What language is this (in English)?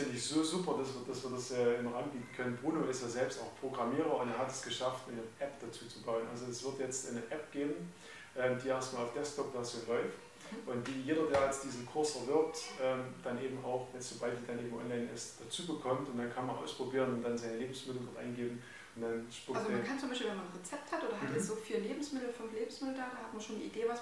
German